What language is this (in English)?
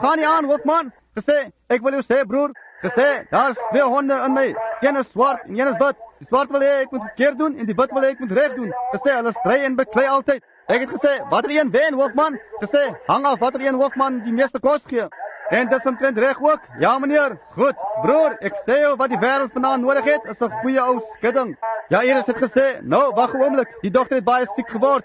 Afrikaans